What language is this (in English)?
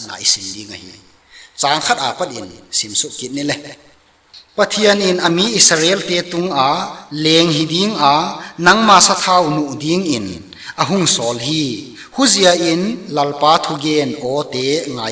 Tedim Chin